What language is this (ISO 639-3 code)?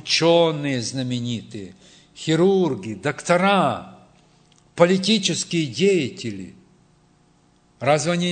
rus